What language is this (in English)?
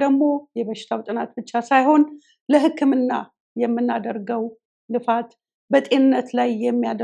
Amharic